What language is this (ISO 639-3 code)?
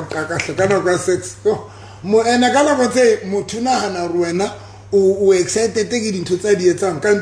sot